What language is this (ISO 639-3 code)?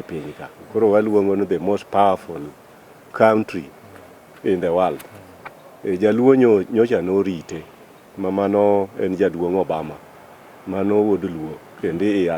luo